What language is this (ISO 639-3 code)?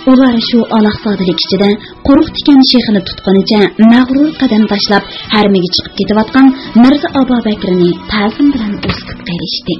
uig